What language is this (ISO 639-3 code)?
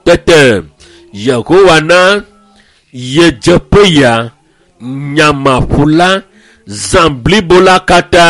ewe